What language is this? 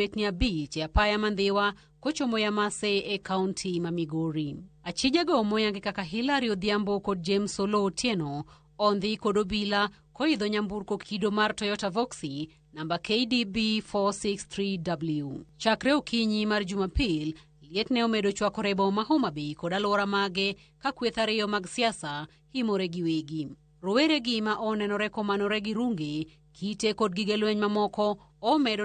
Luo (Kenya and Tanzania)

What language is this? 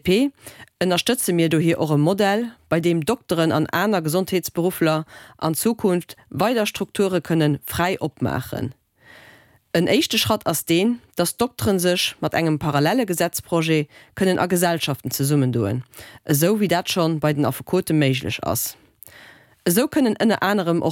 Luxembourgish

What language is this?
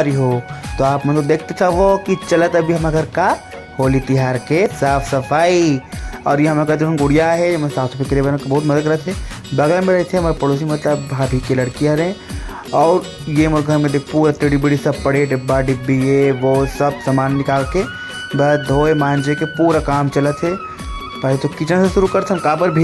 Chhattisgarhi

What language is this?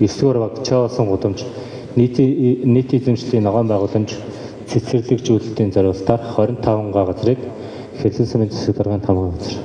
Mongolian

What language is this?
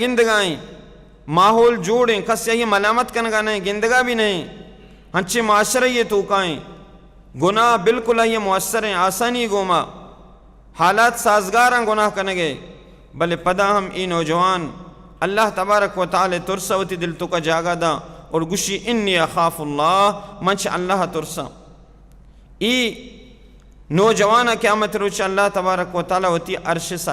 Baluchi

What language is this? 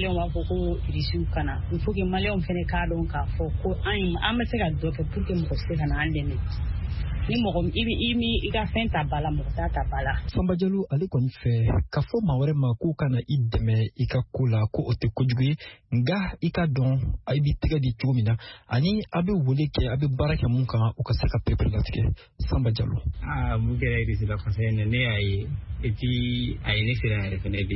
Bambara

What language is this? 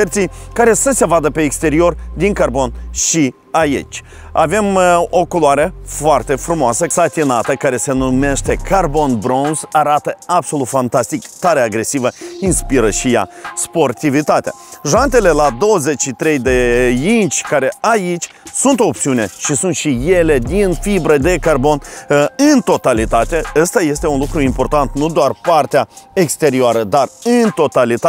Romanian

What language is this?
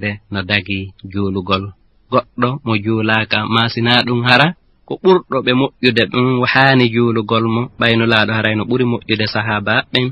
Fula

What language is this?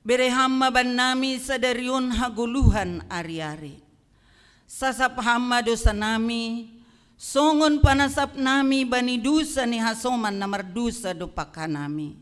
Batak Simalungun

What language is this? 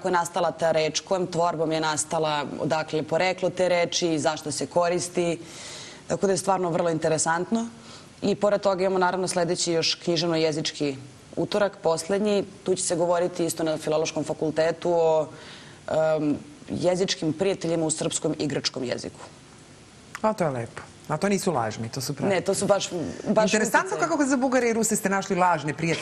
Serbian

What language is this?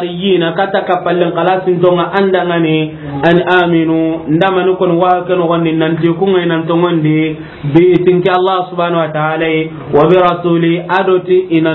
Soninke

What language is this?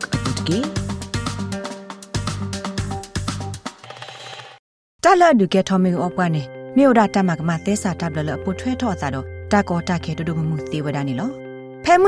Burmese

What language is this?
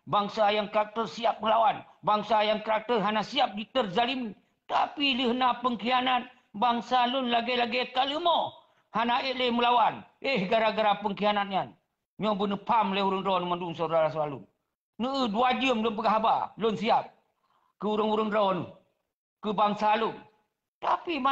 Achinese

